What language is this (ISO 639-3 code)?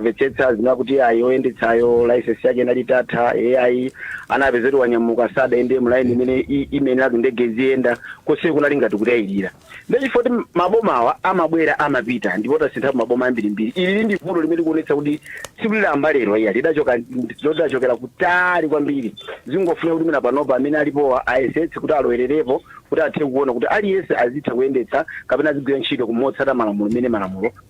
nya